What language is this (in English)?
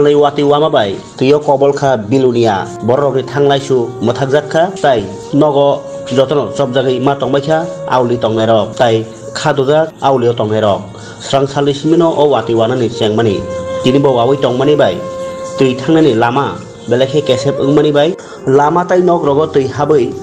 Kok Borok